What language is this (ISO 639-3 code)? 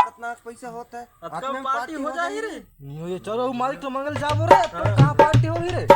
hne